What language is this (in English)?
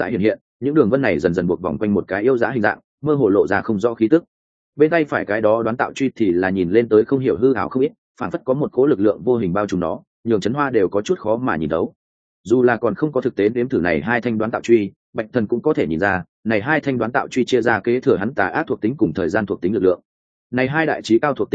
Vietnamese